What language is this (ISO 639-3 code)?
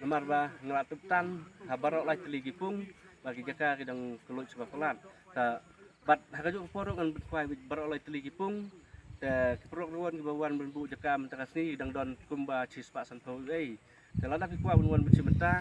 kha